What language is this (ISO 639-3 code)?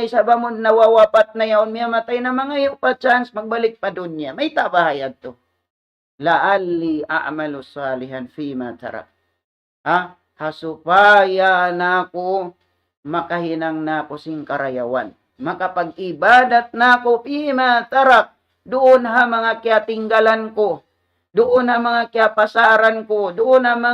tsg